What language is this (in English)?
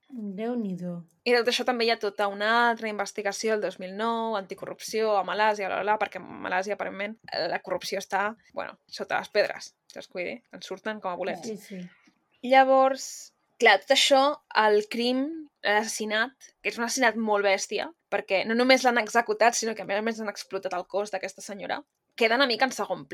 Catalan